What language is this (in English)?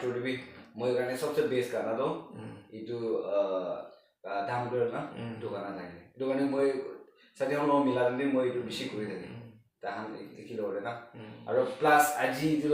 Naga Pidgin